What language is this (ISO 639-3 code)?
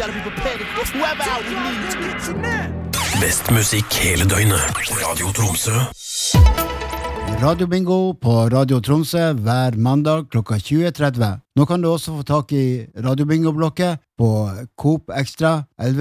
nor